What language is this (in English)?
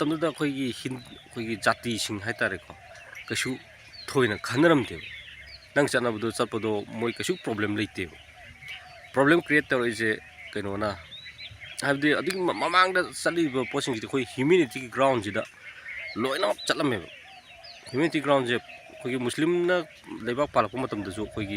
Manipuri